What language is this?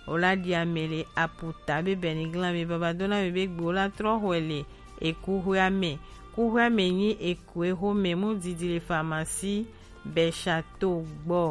Gen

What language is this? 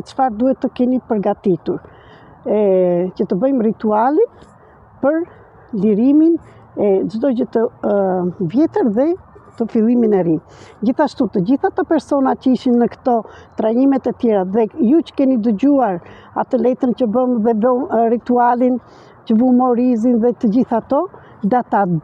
Albanian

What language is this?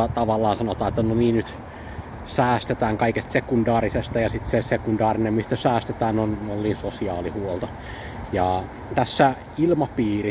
Finnish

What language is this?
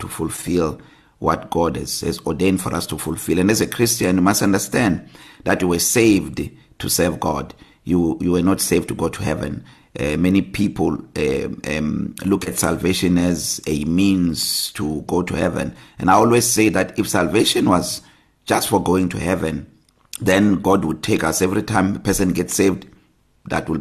English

